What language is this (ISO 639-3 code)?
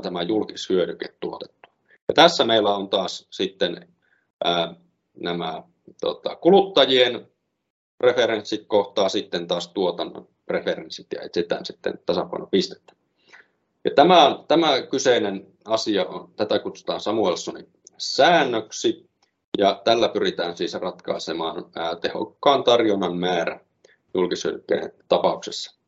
fin